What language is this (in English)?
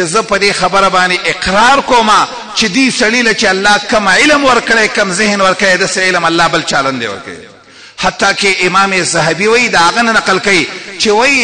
Pashto